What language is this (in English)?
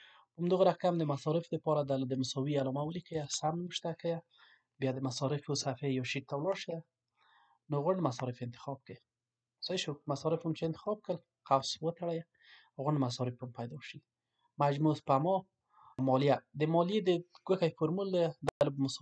Pashto